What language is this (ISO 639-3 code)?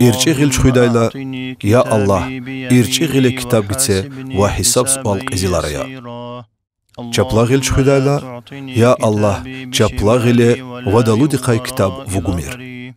lez